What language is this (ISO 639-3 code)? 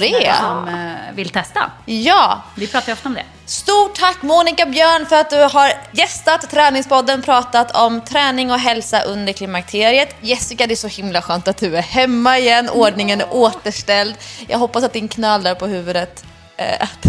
swe